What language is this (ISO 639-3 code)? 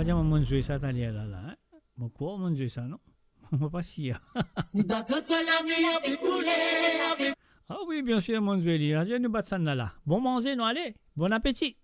mfe